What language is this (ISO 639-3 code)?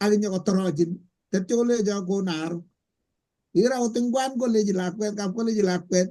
kln